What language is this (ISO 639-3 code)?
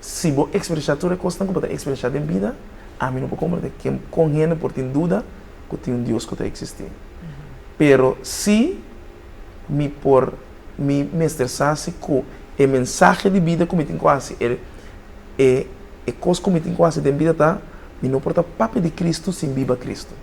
pap